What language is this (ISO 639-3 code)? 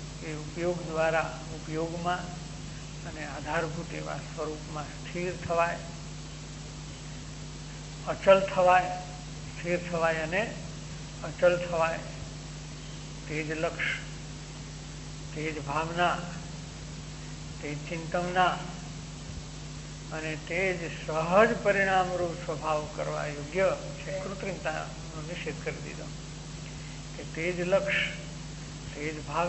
guj